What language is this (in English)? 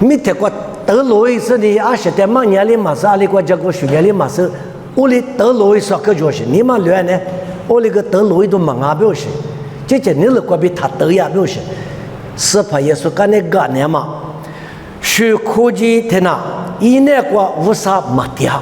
Lisu